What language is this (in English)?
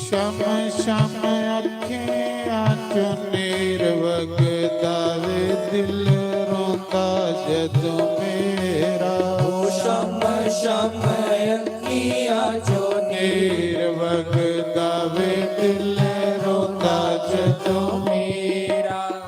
Dogri